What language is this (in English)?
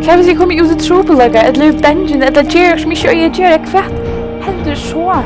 Faroese